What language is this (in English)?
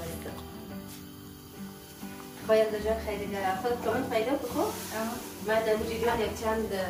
Persian